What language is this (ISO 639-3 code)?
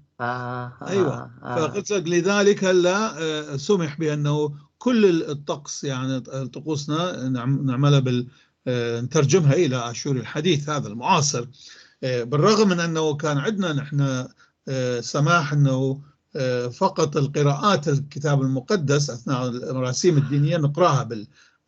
apc